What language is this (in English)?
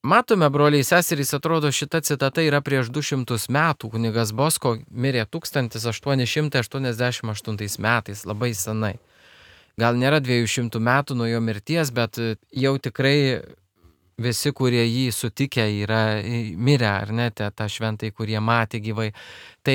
Lithuanian